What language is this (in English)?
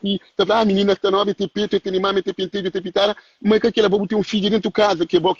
Kabuverdianu